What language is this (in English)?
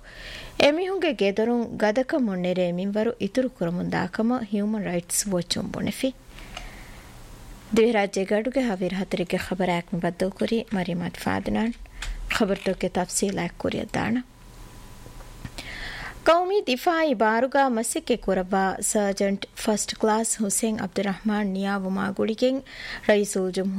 Divehi